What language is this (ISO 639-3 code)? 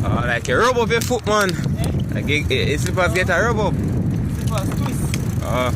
jam